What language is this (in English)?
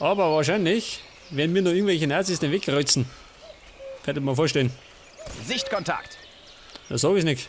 Bavarian